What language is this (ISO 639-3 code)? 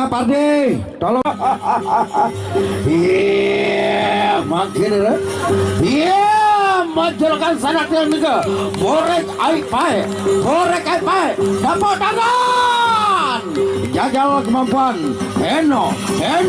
sas